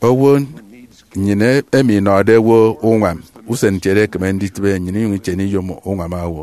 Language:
Efik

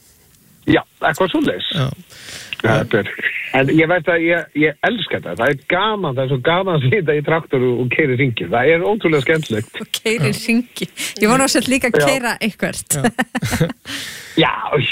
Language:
Icelandic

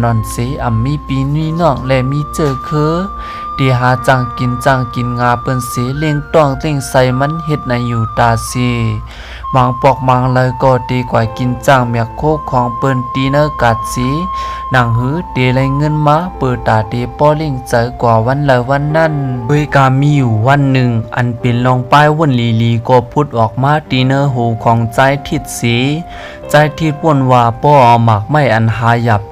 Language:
Shan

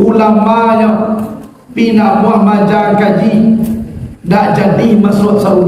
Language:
Minangkabau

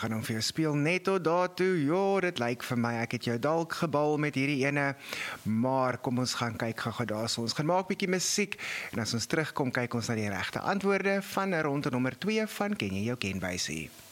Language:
Afrikaans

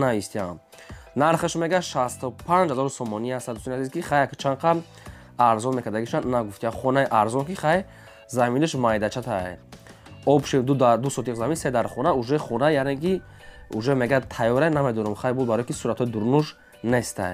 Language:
Tajik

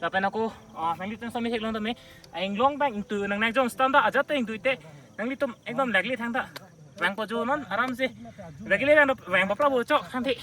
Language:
Karbi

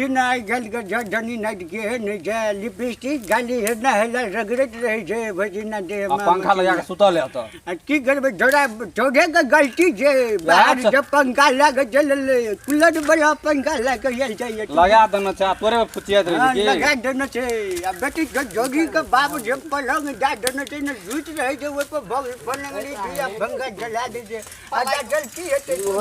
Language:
Maithili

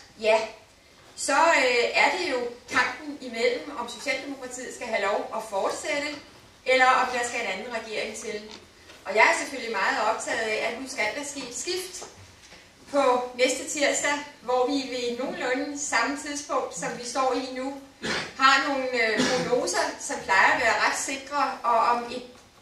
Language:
Danish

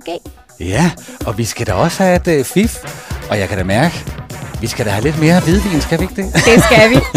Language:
Danish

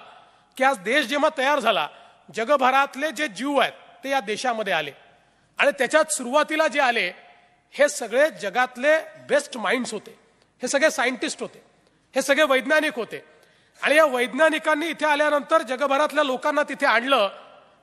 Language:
Marathi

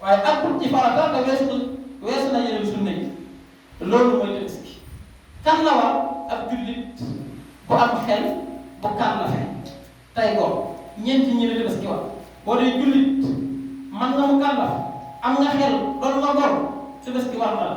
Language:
Wolof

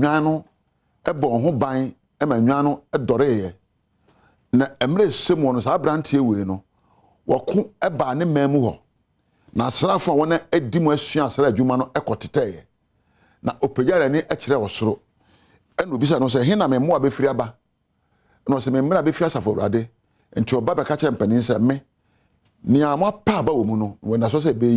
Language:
Akan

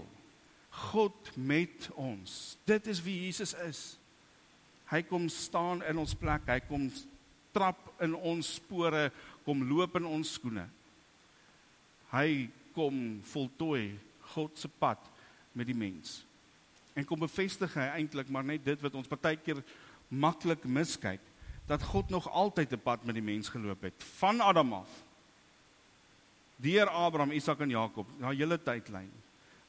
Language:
Afrikaans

